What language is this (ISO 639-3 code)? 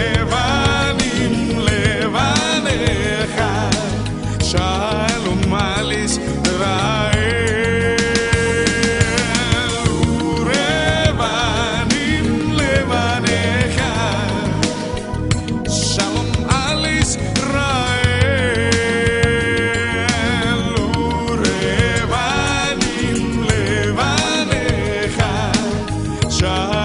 heb